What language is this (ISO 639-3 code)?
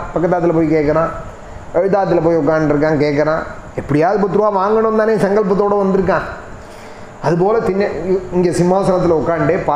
tam